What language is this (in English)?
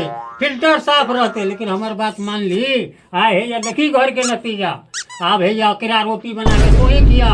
Maithili